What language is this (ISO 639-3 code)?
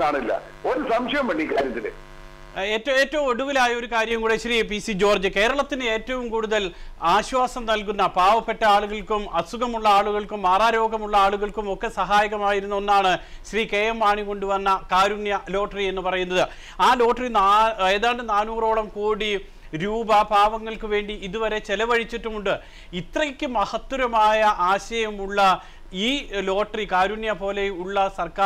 mal